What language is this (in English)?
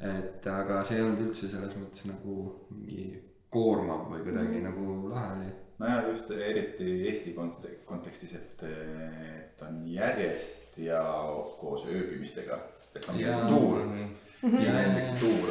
Estonian